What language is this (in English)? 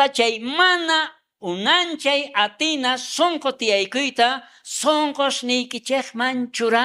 South Bolivian Quechua